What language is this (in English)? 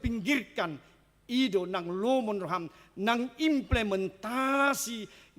Batak Toba